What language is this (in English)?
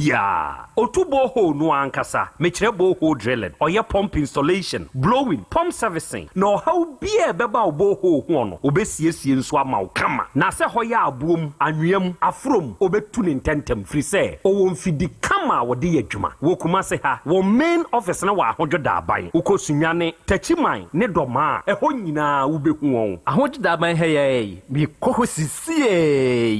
Akan